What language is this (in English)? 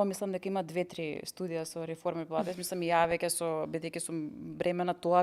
Macedonian